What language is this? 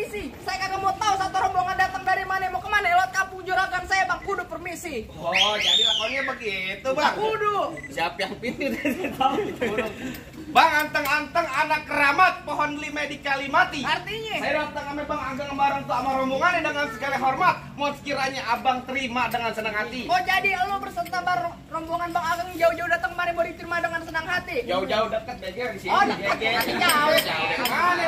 Betawi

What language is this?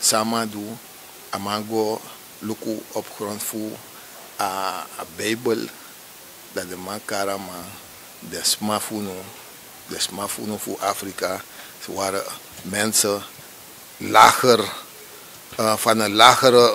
Sranan Tongo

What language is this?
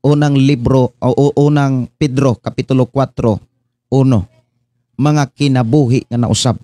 Cebuano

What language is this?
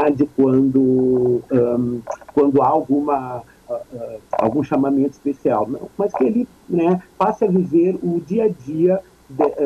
Portuguese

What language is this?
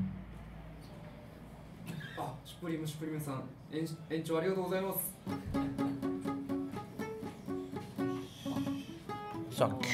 Japanese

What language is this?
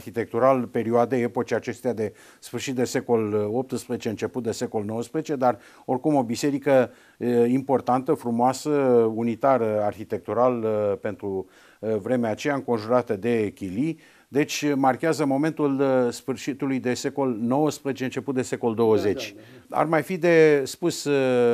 Romanian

